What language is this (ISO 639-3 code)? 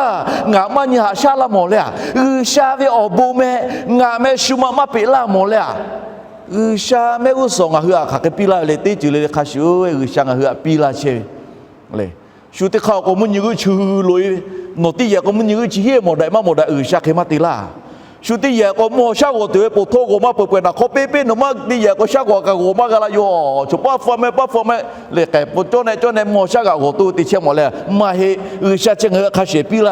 lhu